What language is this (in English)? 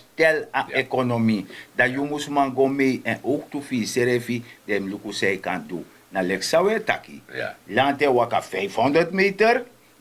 Sranan Tongo